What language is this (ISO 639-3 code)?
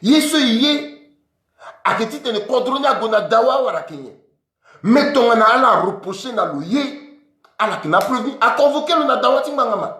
sag